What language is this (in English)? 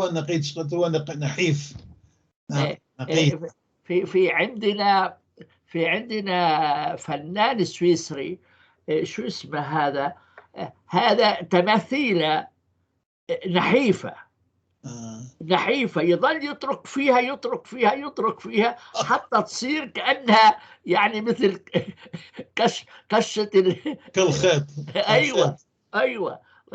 North Levantine Arabic